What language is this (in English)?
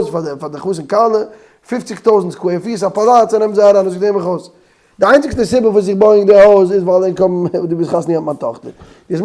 Yiddish